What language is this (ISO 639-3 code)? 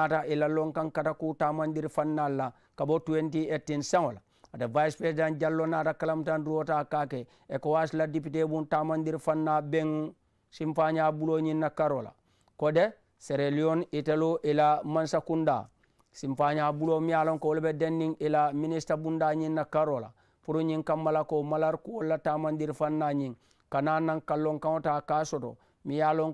man